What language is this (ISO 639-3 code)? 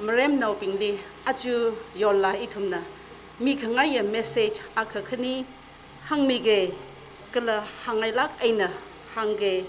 nmf